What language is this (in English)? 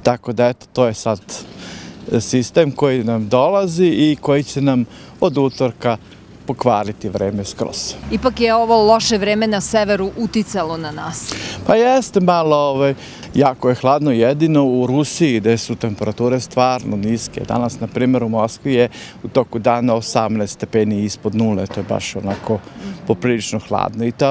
Serbian